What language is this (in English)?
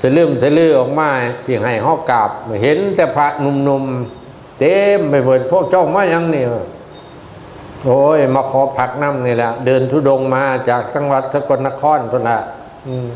Northeastern Thai